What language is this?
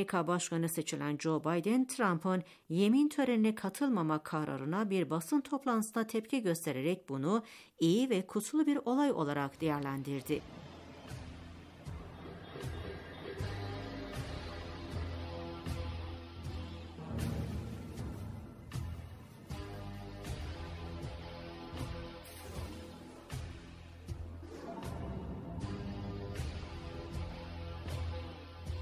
Turkish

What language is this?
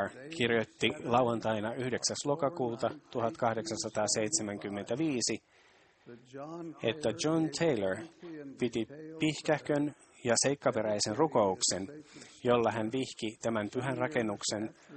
Finnish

